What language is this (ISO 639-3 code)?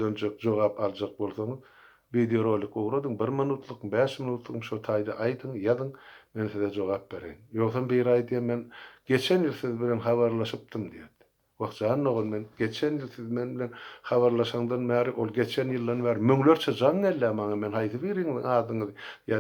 tuk